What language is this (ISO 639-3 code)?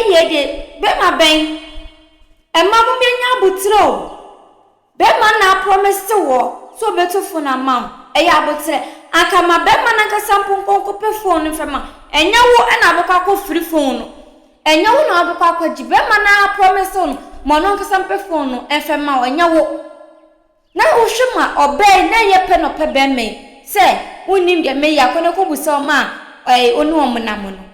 aka